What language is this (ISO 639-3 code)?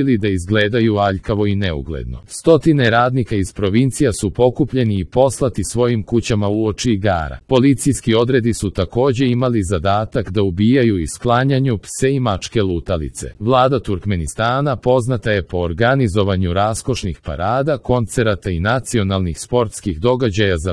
srp